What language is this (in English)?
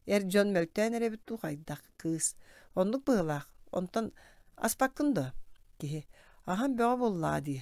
Yakut